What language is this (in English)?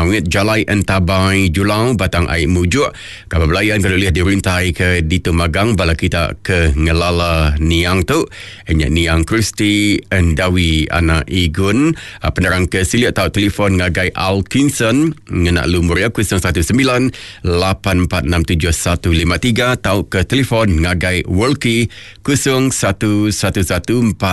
Iban